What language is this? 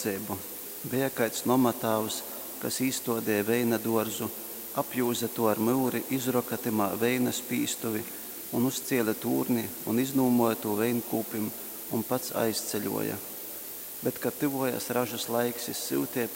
Latgalian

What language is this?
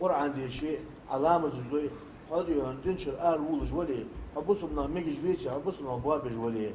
Ingush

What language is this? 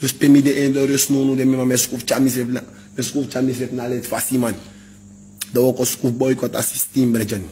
Sranan Tongo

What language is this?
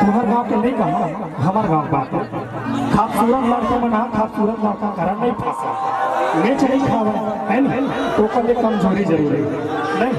Chhattisgarhi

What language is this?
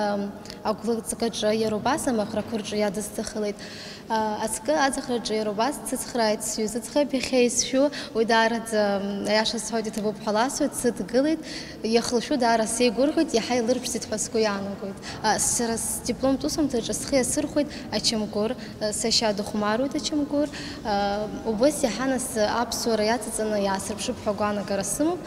Abkhazian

